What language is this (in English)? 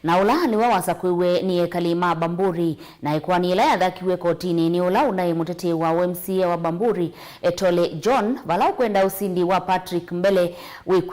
Kamba